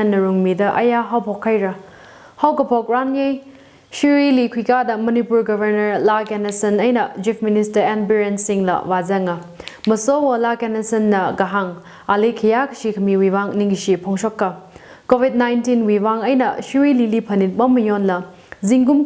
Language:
Tangkhul Naga (India)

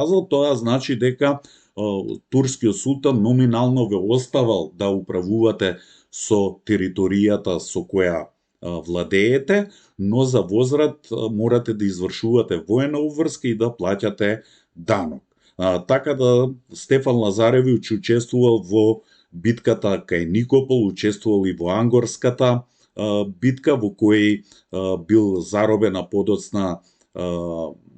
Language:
Macedonian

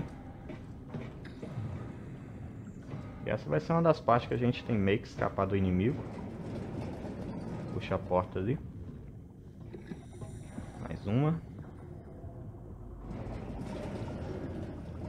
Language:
Portuguese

